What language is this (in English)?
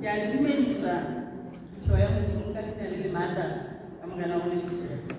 Tswana